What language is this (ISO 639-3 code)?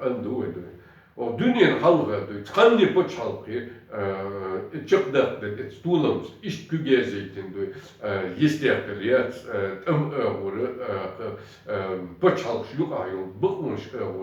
che